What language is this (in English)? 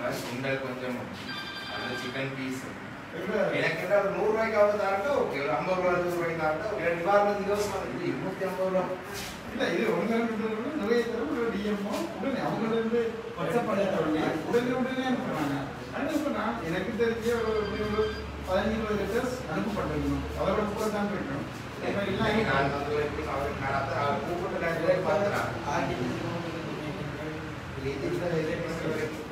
Tamil